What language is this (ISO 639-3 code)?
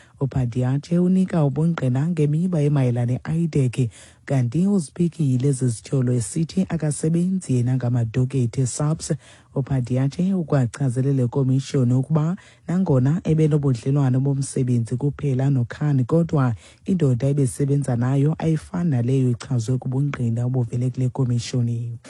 xho